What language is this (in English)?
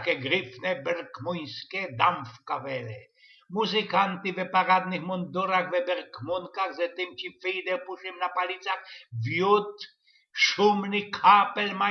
Silesian